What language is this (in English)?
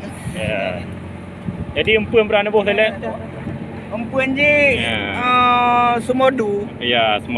Achinese